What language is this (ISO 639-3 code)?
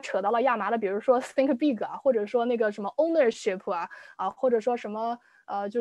zho